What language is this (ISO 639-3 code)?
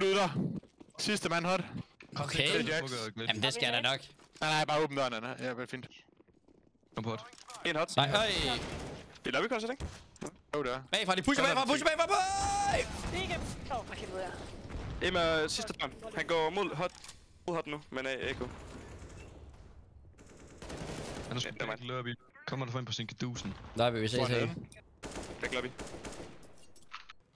dan